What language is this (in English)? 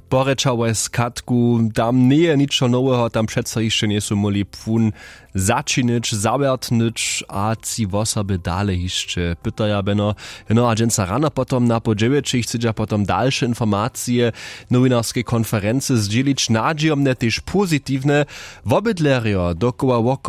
Upper Sorbian